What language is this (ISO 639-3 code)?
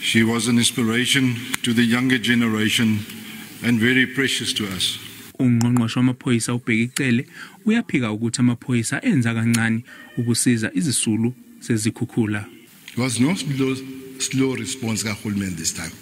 zul